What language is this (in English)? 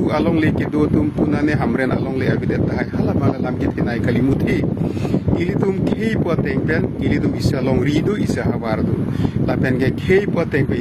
Karbi